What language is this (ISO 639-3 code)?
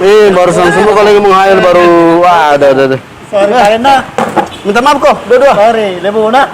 mfp